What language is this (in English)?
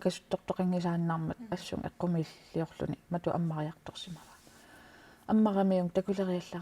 Kalaallisut